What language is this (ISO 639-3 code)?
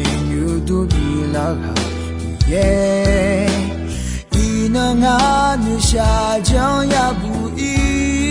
ahk